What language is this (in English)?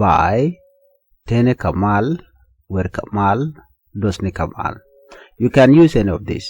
Nuer